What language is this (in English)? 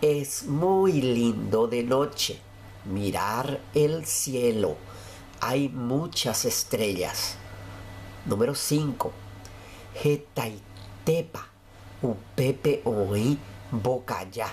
Guarani